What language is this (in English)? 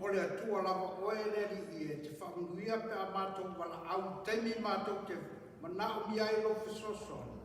Samoan